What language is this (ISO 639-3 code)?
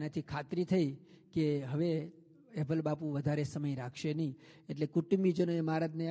guj